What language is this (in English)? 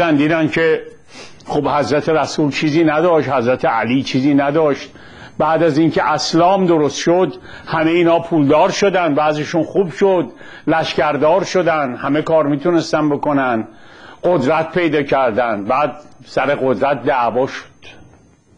Persian